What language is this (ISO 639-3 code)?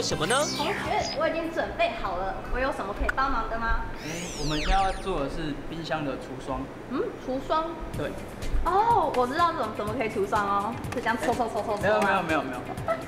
zho